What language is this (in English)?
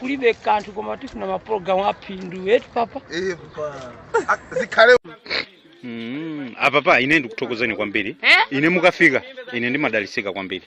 Nyanja